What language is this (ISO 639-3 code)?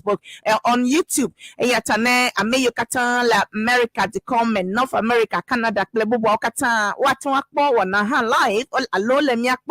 ewe